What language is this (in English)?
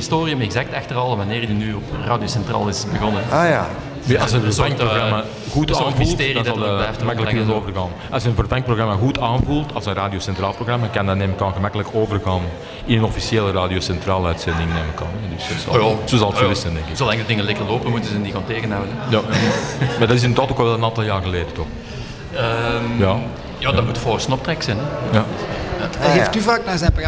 Dutch